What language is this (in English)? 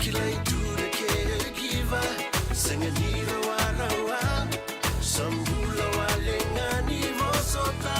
Fijian